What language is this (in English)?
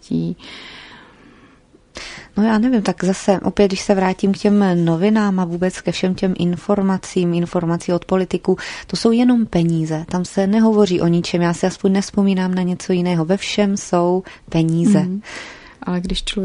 Czech